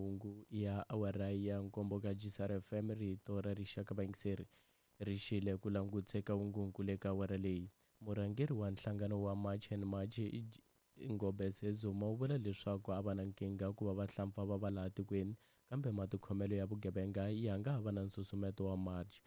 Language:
Tsonga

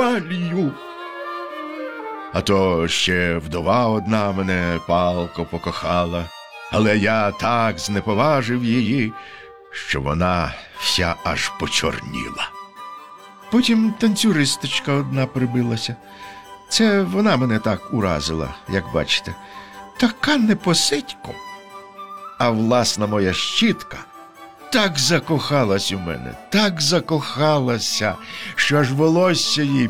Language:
Ukrainian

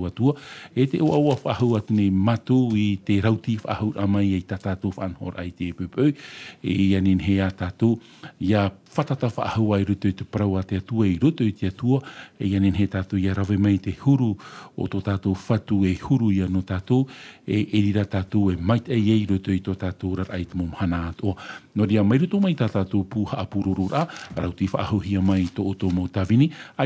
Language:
Tahitian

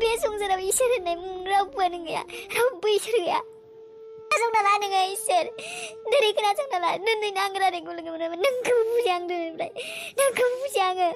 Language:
Bodo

